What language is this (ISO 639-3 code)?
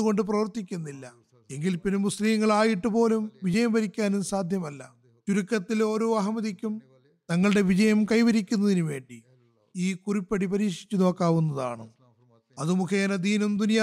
mal